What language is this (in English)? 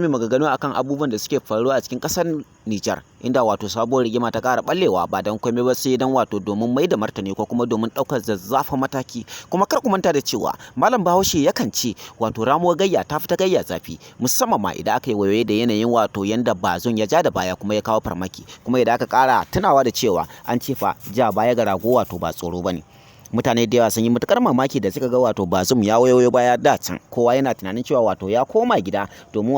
Hausa